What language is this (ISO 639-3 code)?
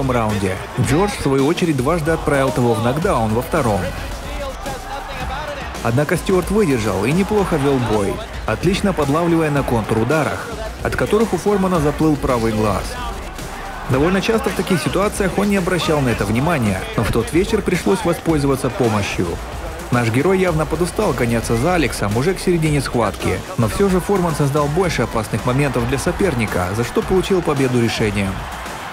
rus